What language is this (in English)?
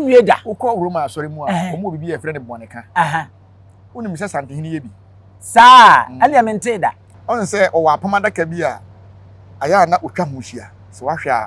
Akan